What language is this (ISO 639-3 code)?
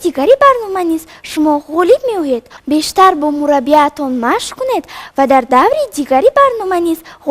tgk